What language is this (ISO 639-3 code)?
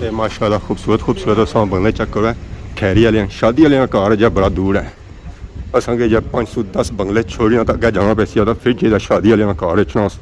phr